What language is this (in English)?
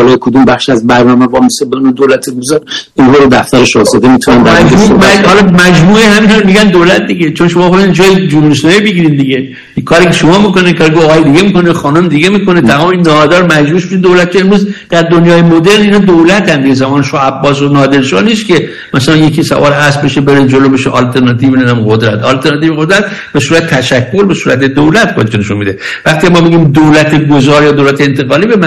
Persian